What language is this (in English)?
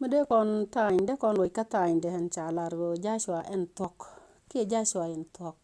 Nuer